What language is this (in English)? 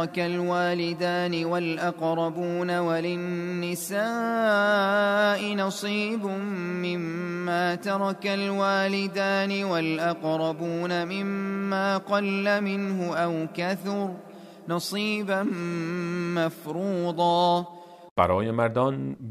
Persian